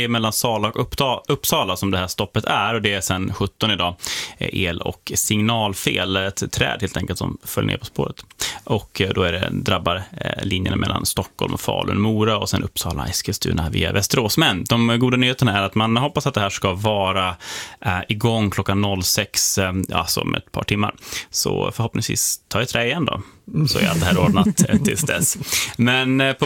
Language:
Swedish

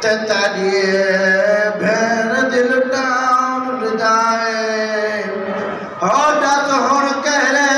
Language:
Saraiki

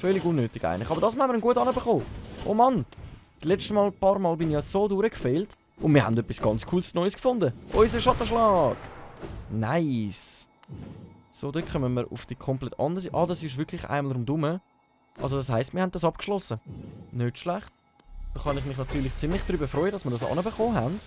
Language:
Swiss German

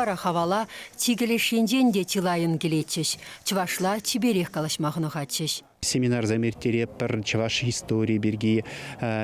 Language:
Chuvash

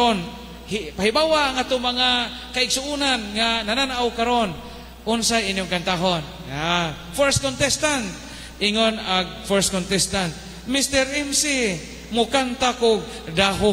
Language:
Cebuano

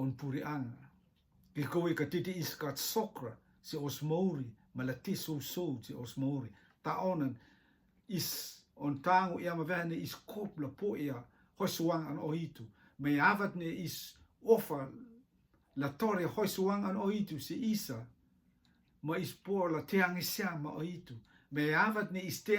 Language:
Rotuman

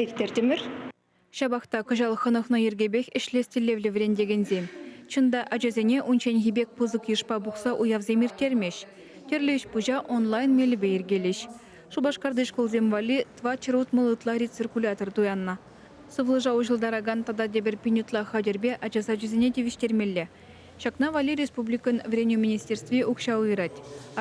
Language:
Chuvash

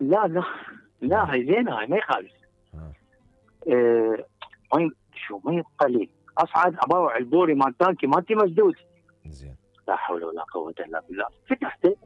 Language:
Mesopotamian Arabic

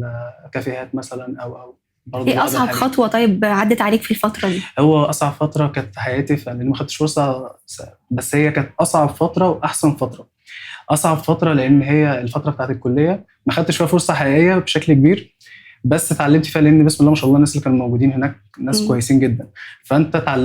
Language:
Egyptian Arabic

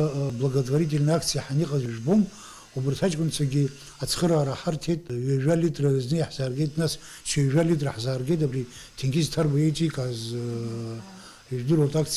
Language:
Abkhazian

